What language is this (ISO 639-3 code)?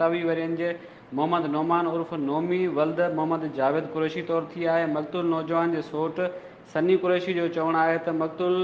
snd